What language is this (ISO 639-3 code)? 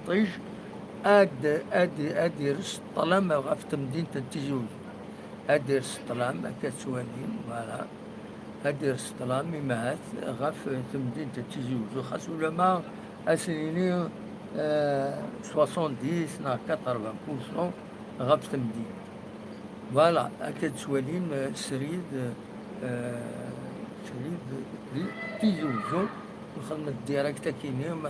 kab